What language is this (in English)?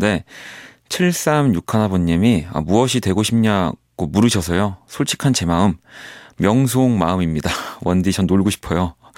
Korean